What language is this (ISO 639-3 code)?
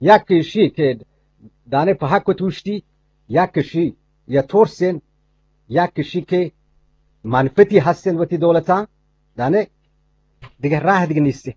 bgp